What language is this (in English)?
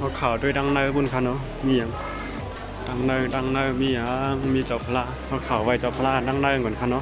Shan